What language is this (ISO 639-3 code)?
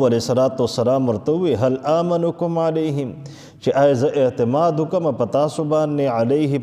pus